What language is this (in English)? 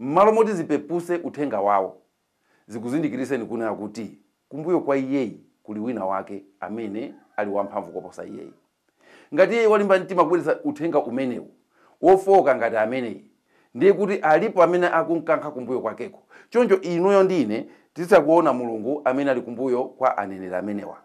Nyanja